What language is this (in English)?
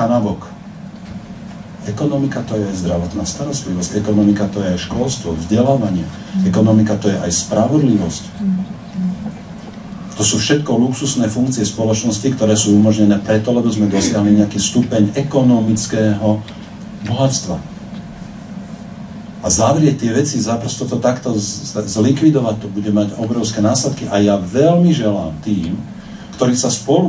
Slovak